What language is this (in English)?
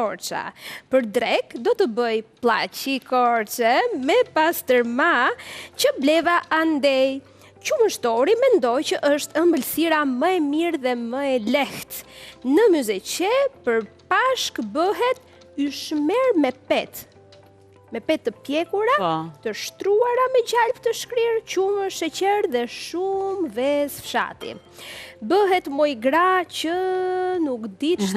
Albanian